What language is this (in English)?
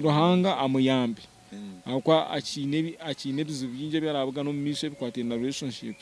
Nyankole